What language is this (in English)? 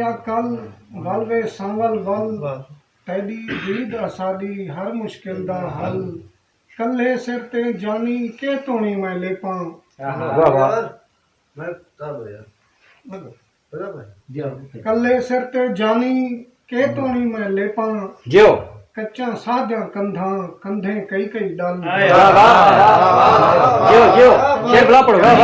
Saraiki